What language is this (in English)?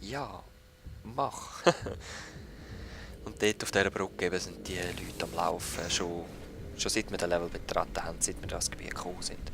Swiss German